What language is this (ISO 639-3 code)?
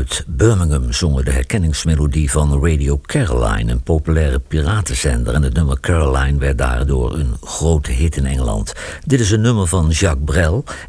nld